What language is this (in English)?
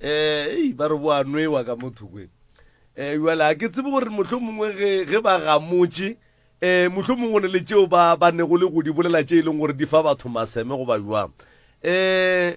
Northern Sotho